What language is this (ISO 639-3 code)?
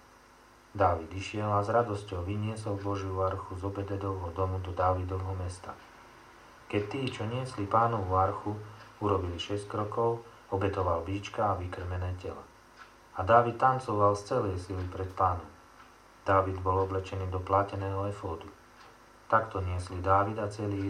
slk